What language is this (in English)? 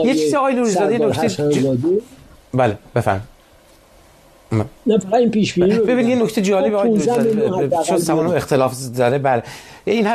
Persian